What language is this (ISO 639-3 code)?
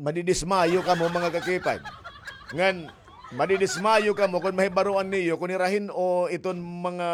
war